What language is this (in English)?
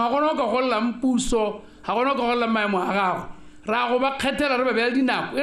Tswana